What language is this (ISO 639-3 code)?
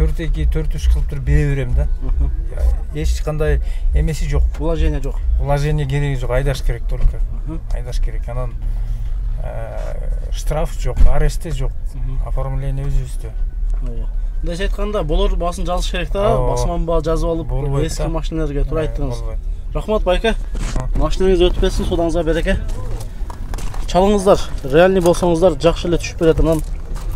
kir